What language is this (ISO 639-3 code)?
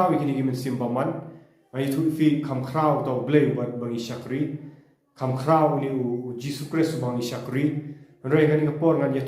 kha